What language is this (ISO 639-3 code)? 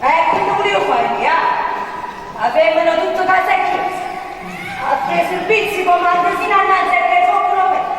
nap